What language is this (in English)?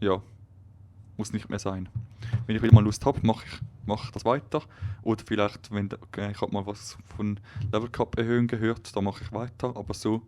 Swiss German